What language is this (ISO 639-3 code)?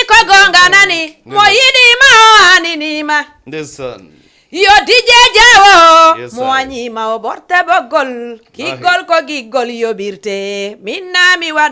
ful